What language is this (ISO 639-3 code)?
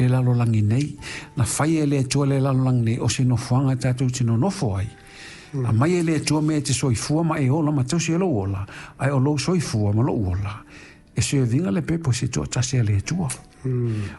smo